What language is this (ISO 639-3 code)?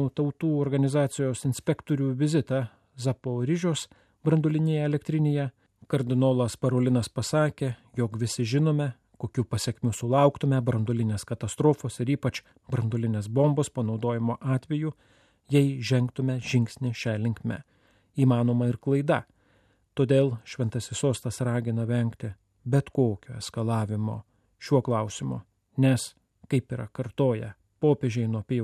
lit